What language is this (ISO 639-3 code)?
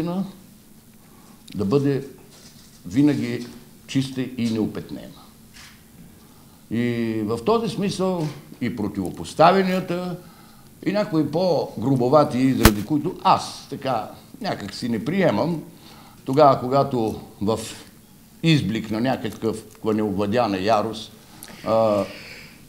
bul